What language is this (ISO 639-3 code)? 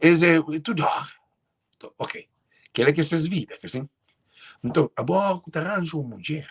kea